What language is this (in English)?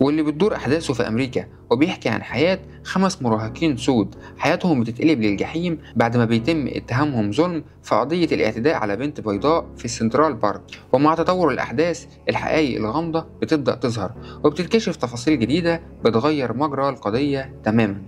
Egyptian Arabic